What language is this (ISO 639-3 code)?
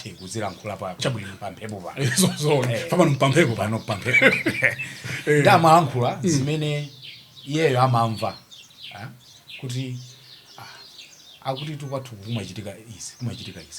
nya